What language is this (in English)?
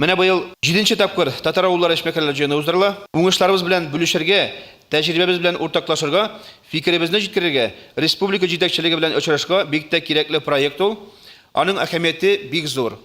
Tatar